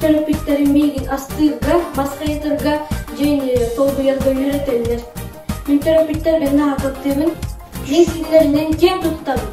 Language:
Yakut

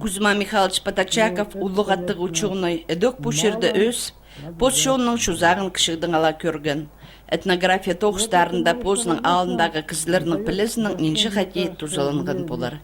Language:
Khakas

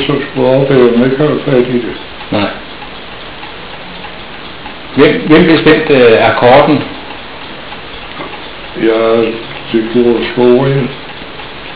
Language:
Danish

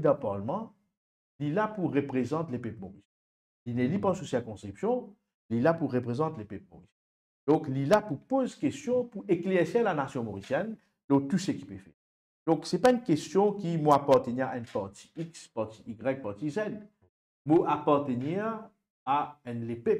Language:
Morisyen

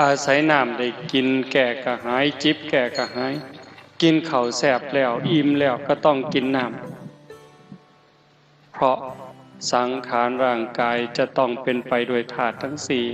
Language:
Northeastern Thai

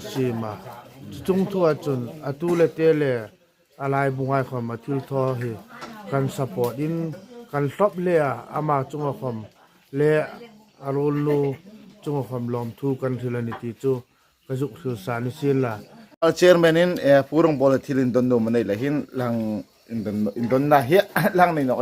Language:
Hmar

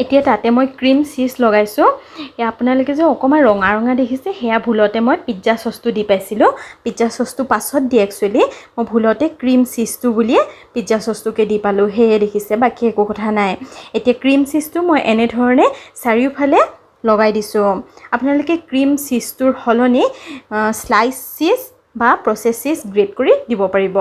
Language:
Assamese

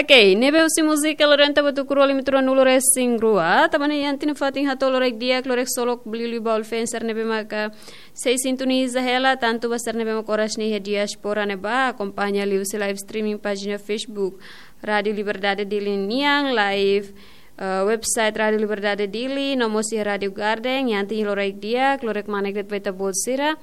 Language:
Tetum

